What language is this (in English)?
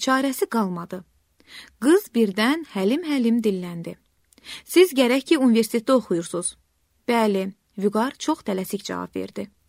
Azerbaijani